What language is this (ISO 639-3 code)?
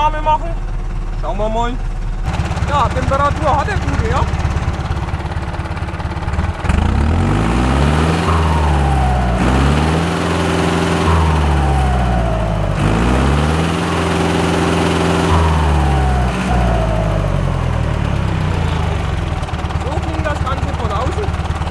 deu